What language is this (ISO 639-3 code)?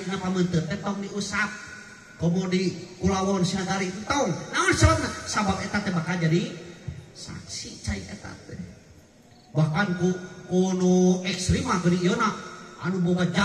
sun